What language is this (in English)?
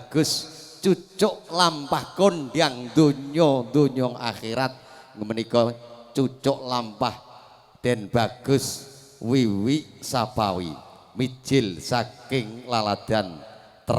Javanese